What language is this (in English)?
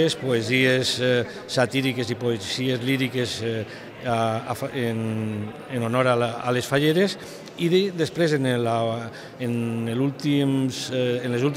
Catalan